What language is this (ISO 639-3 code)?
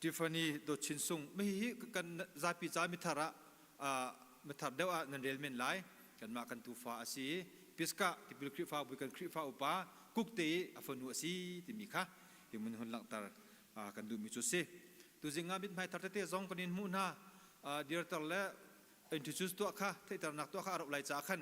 cnh